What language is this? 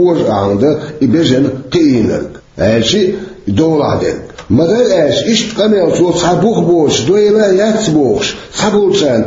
Chechen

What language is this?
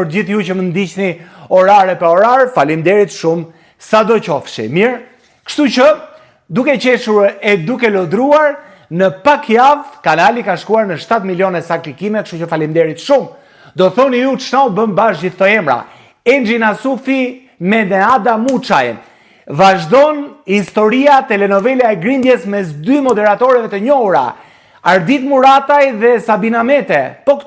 Albanian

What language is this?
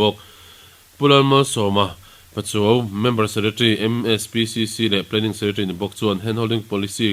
Mizo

